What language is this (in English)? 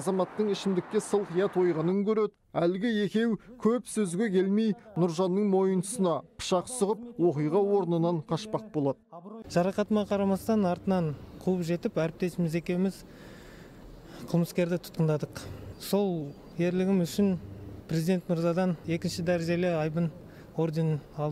Kazakh